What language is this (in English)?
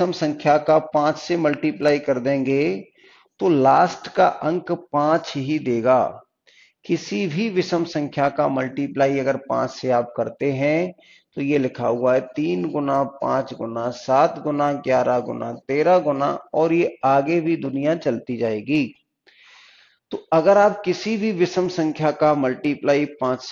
Hindi